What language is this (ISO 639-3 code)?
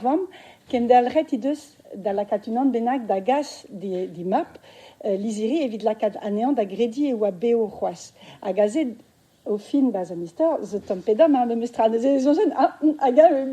bre